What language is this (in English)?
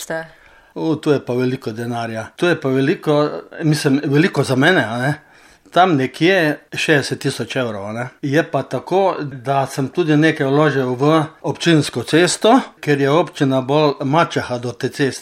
Slovenian